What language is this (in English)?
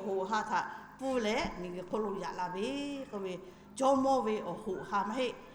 Lahu